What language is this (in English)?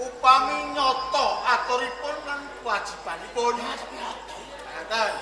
Javanese